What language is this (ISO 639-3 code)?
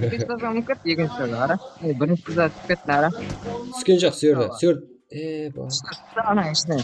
kaa